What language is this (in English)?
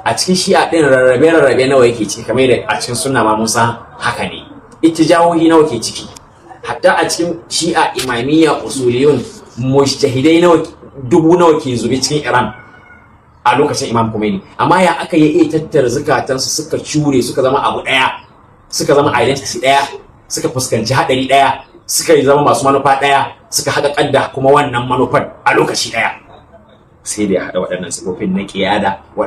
Hausa